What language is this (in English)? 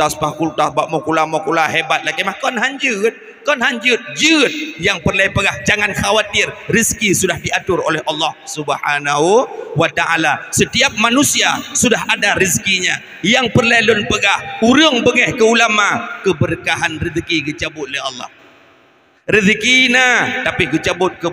Achinese